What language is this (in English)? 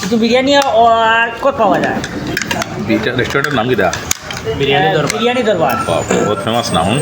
Sylheti